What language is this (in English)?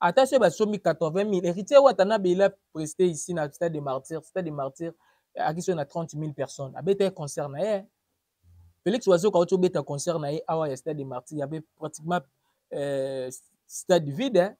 Lingala